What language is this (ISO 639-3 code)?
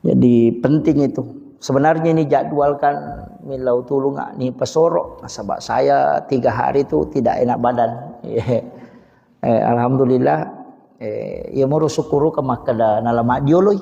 bug